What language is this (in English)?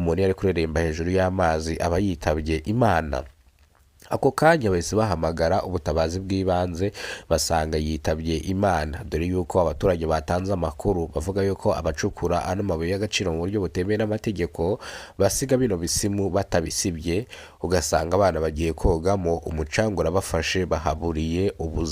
Kinyarwanda